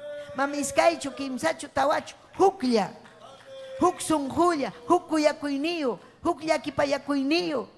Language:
Ayacucho Quechua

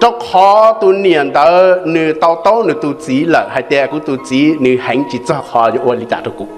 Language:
Hmong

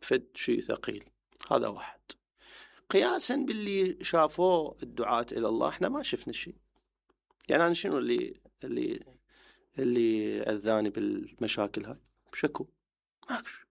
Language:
Mesopotamian Arabic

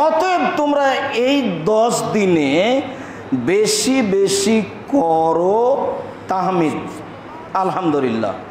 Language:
Bangla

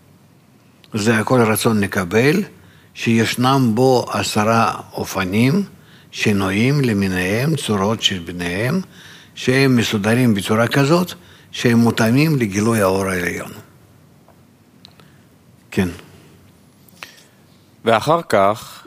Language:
Hebrew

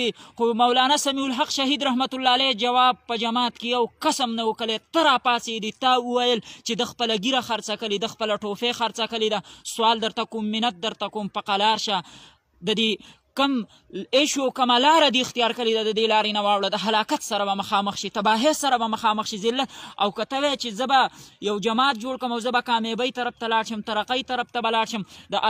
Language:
Pashto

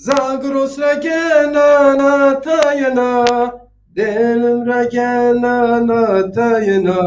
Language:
Zaza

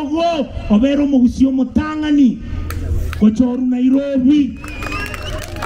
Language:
Gusii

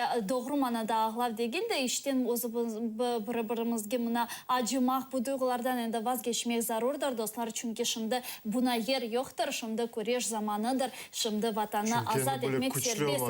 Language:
Crimean Tatar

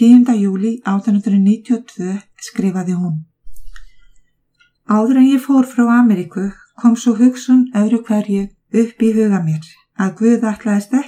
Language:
Icelandic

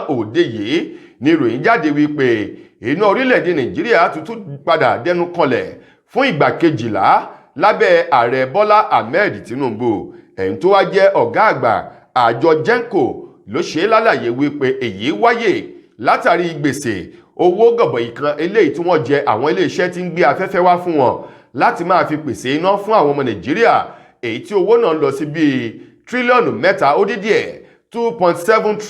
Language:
Yoruba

